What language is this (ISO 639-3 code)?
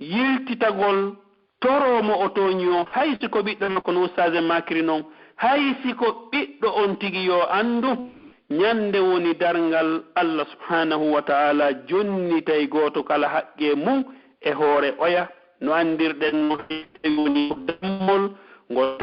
fuf